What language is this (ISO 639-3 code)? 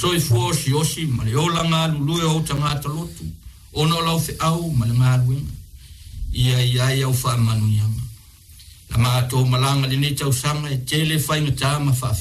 smo